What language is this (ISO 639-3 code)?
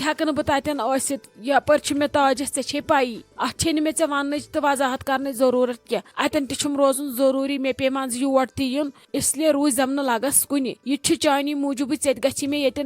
kas